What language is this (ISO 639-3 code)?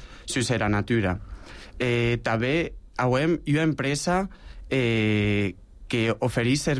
cat